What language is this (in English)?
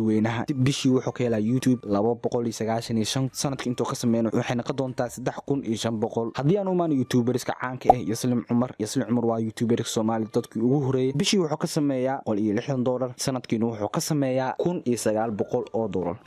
Somali